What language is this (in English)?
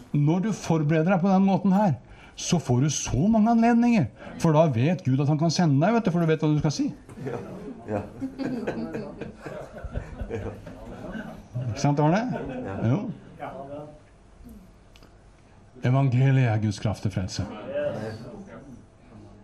Norwegian